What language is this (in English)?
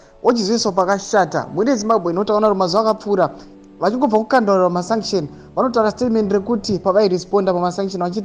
Shona